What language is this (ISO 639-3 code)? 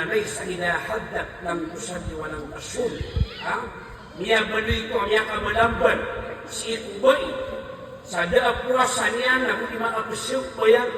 mrw